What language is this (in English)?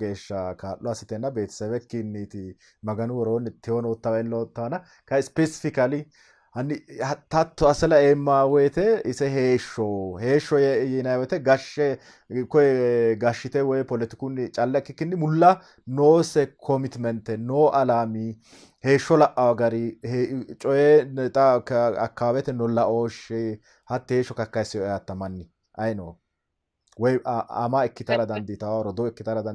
Sidamo